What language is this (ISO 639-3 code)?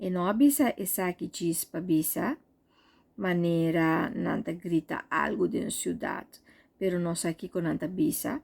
pap